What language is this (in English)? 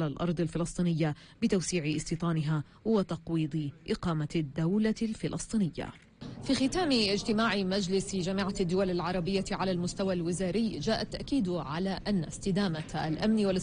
Arabic